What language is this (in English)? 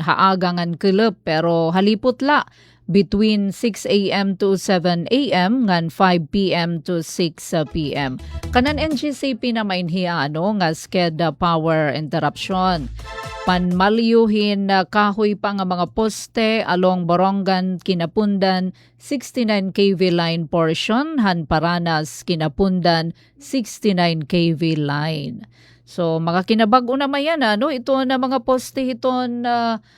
Waray